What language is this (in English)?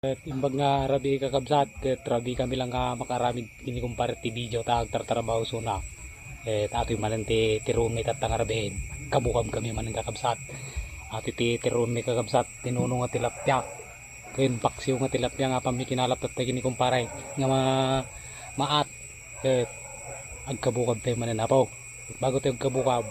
Iloko